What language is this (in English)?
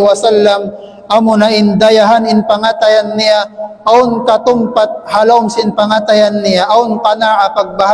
Tausug